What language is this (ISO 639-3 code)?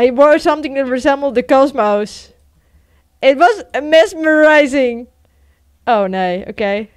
fry